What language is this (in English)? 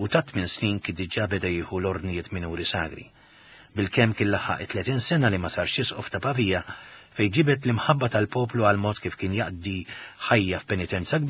Maltese